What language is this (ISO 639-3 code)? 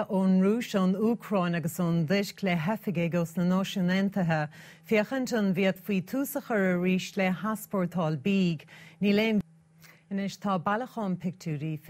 gle